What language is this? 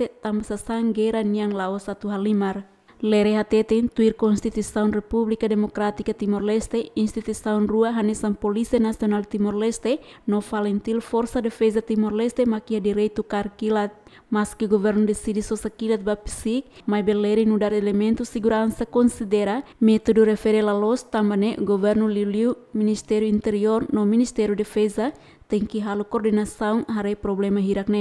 Tetum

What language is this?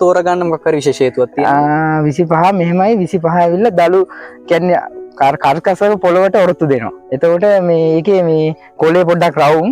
Sinhala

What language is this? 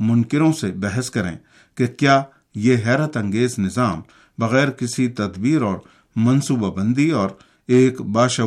Urdu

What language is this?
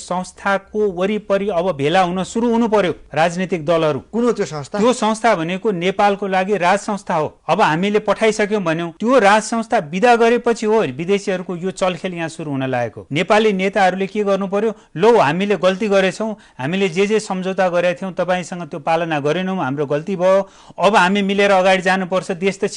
Nepali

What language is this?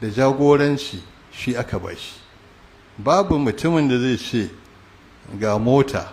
Hausa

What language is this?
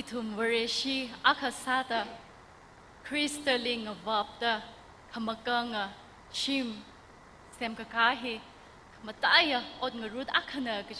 Tangkhul Naga (India)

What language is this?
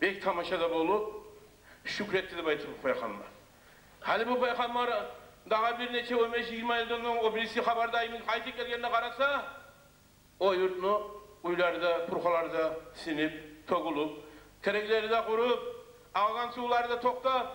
Kumyk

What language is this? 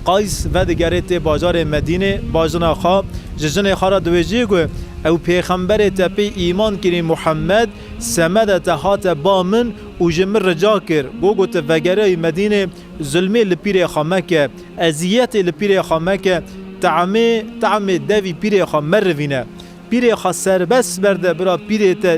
Kurdish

